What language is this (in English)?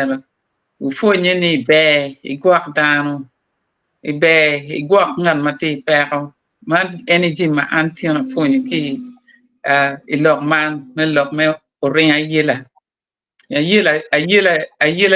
Acoli